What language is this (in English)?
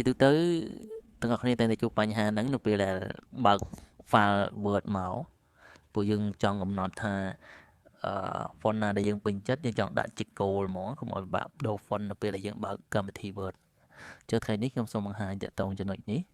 Khmer